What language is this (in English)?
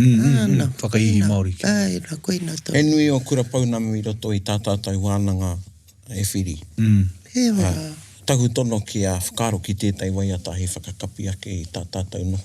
Māori